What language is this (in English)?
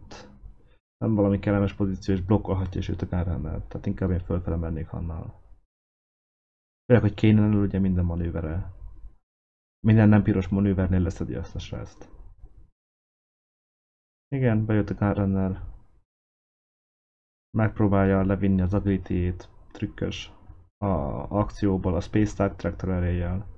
Hungarian